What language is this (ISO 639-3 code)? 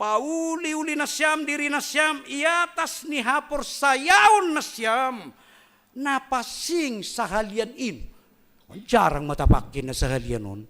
bts